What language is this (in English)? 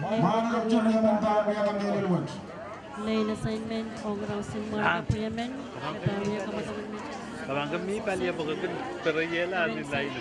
Pohnpeian